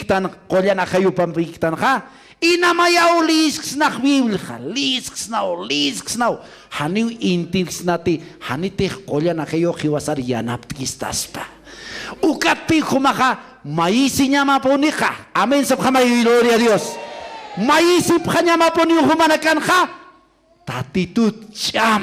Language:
Aymara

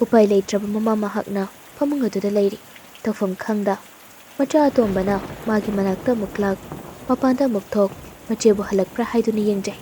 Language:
Manipuri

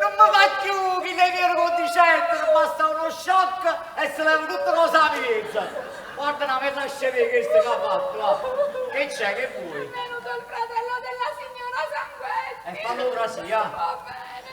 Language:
Neapolitan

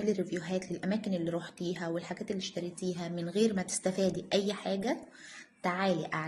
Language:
Egyptian Arabic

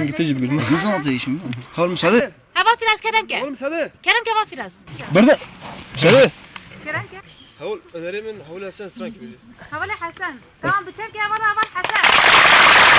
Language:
Kurdish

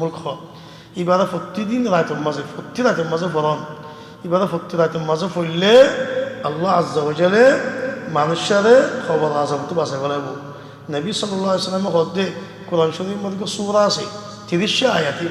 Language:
Rohingya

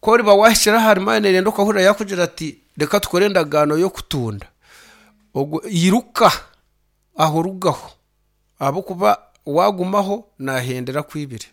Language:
Nyankole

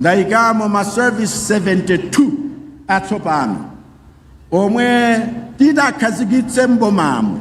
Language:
Nyanja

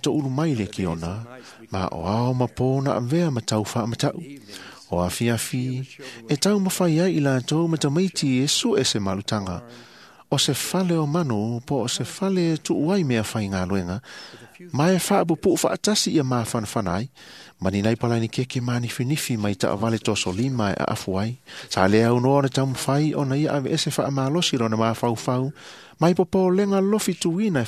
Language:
Samoan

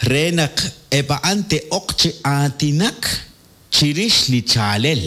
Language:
Kekchí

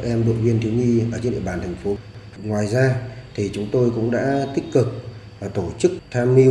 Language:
Vietnamese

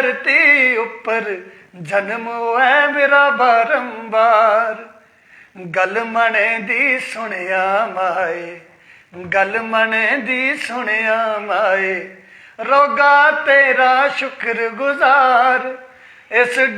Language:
Dogri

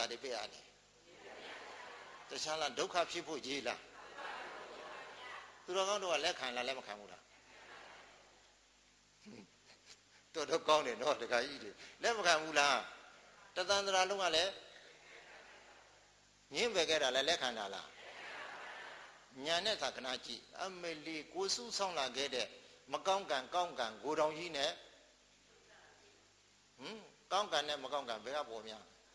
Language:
Burmese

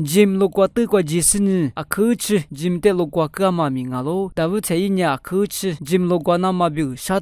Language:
Lisu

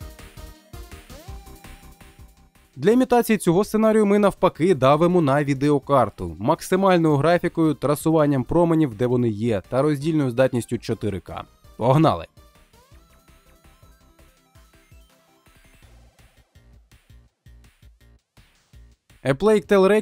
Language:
Ukrainian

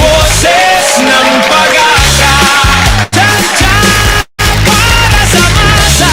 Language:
Bikol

